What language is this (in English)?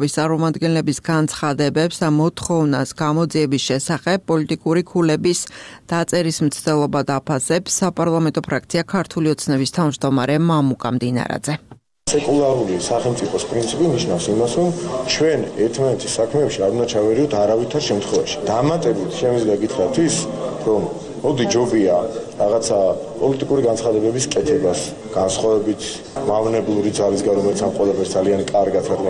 Georgian